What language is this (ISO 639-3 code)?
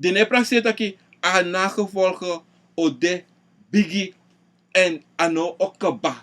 srn